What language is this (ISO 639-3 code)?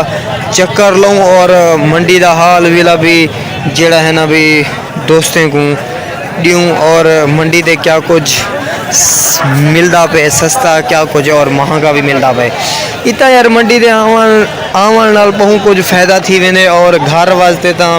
skr